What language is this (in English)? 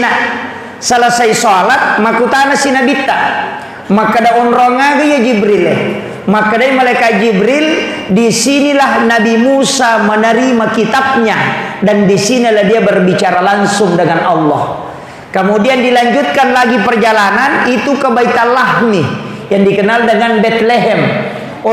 Buginese